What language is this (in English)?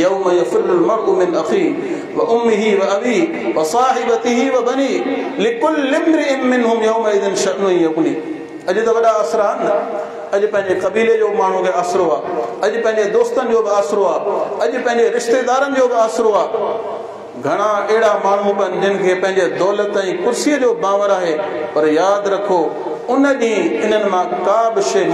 Sindhi